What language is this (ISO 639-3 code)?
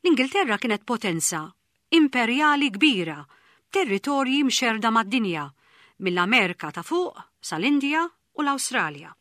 mlt